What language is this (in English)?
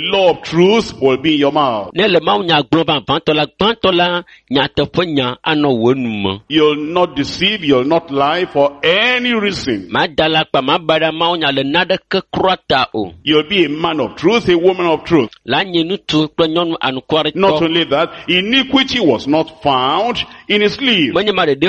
Ewe